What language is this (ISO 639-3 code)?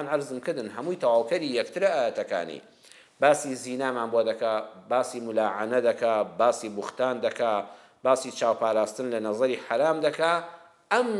ckb